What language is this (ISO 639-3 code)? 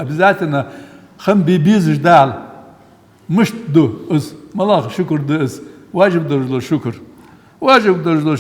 inh